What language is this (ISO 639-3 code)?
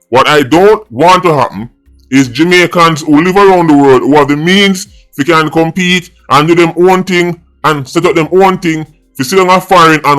jam